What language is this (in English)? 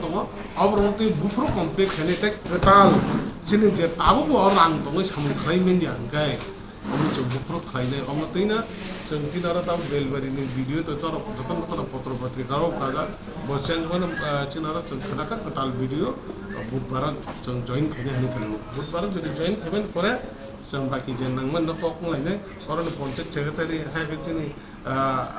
Kok Borok